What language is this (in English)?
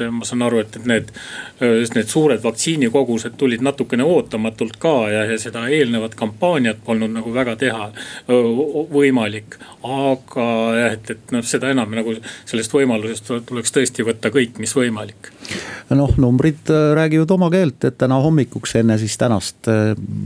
Estonian